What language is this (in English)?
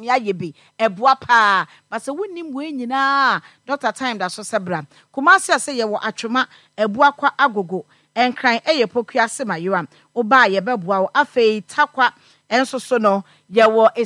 Akan